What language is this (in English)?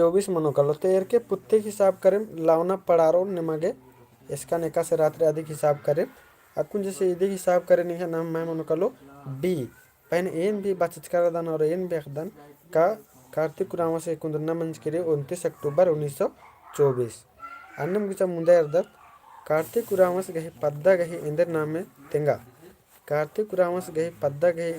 Kurukh